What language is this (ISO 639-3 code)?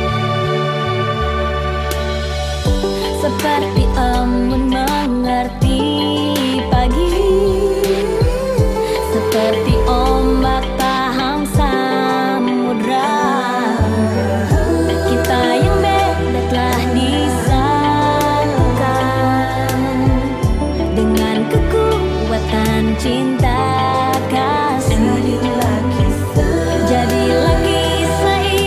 ind